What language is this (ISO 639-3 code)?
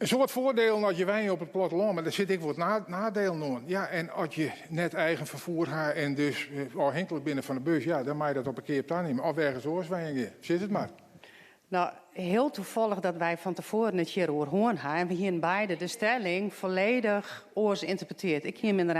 fry